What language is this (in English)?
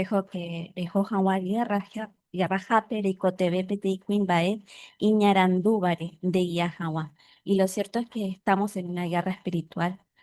Guarani